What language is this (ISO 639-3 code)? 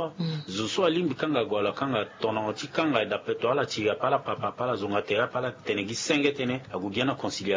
sag